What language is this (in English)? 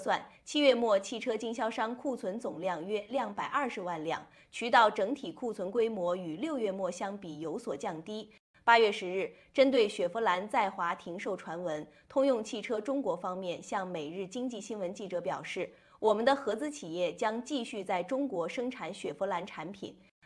Chinese